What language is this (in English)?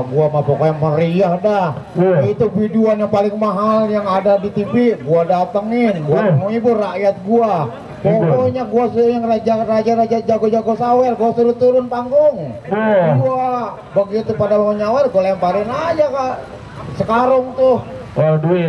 Betawi